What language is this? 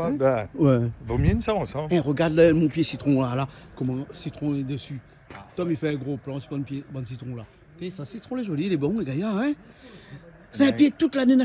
Réunion Creole French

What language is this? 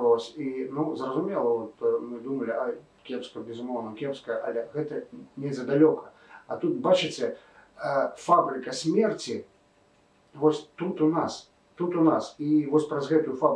Belarusian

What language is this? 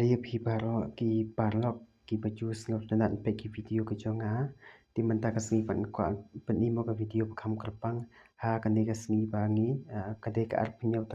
Khasi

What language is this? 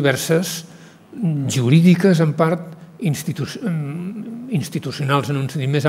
Catalan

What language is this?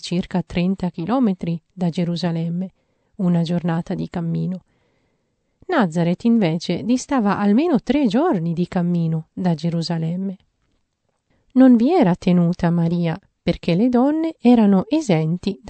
Italian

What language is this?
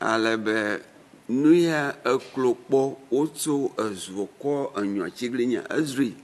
Ewe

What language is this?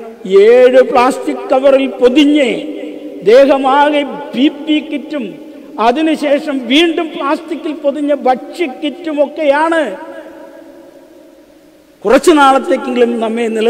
Malayalam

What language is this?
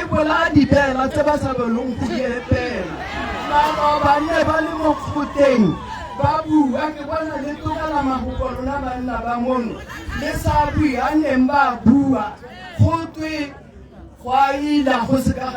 Tswana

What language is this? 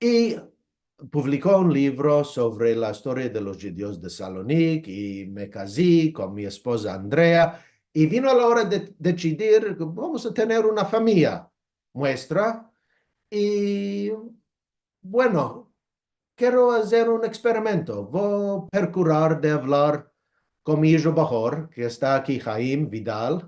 Ladino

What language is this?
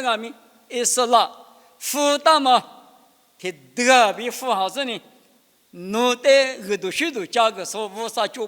Lisu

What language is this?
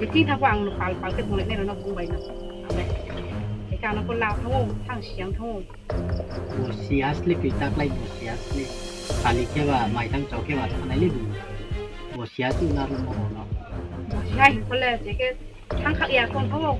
Riang (India)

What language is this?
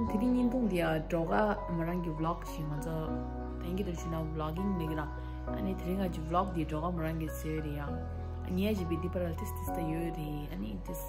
Tibetan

